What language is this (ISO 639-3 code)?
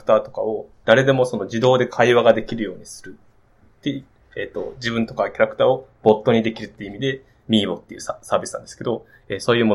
jpn